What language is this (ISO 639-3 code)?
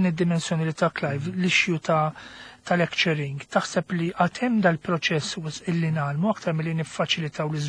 mlt